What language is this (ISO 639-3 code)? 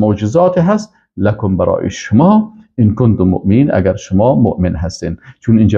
fas